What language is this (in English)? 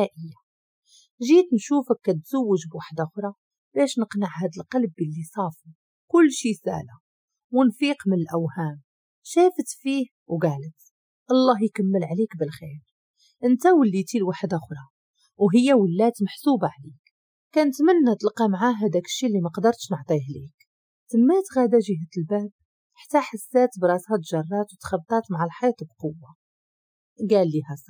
Moroccan Arabic